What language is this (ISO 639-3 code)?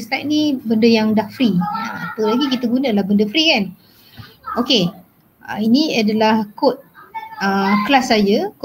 msa